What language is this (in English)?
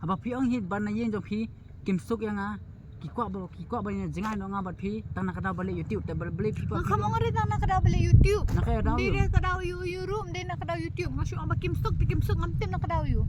Khasi